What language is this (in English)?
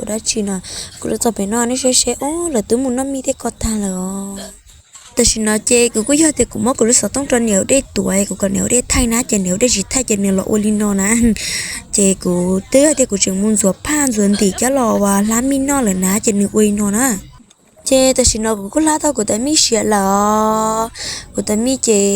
Hmong